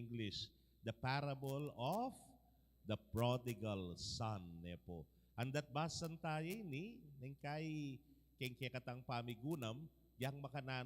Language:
Pampanga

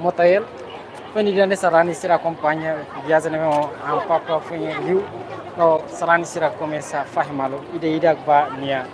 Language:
Tetum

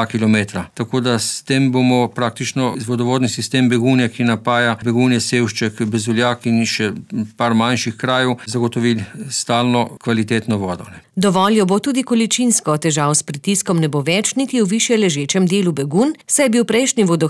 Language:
Slovenian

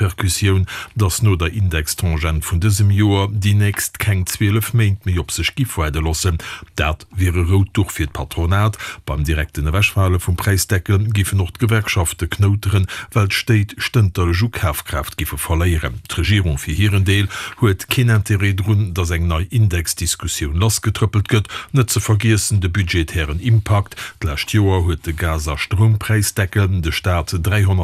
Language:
Luxembourgish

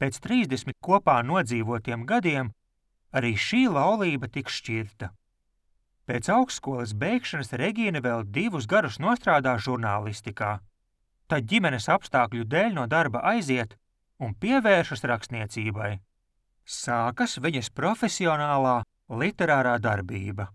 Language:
Latvian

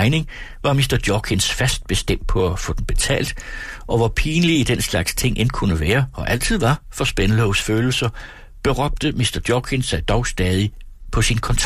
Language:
Danish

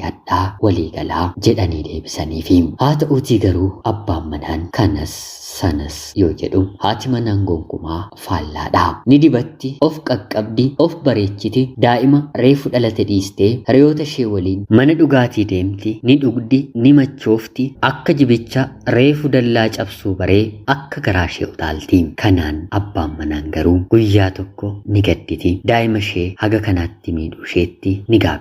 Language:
Oromo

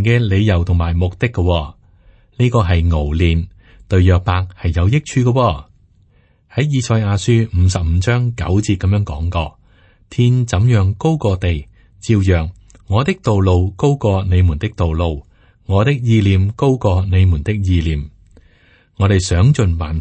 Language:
Cantonese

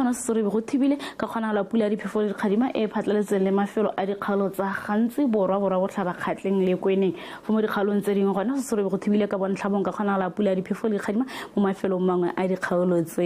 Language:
Tswana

